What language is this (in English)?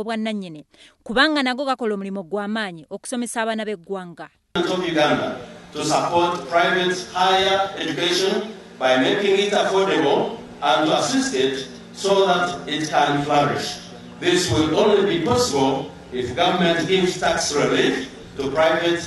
Ganda